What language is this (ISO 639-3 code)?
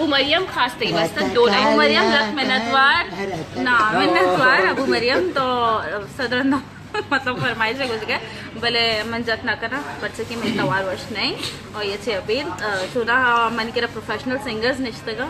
bal